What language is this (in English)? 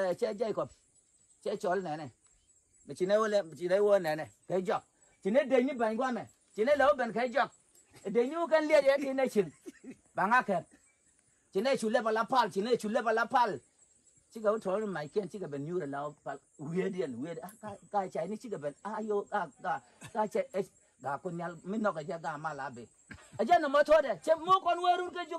Nuer